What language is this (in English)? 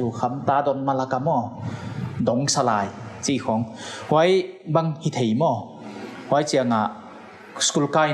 Paite Chin